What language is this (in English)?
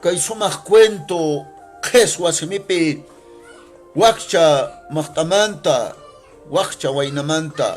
Quechua